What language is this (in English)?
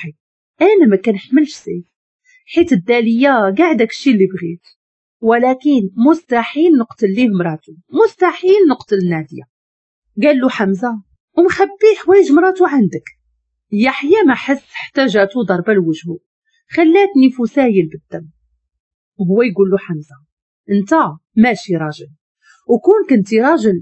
Moroccan Arabic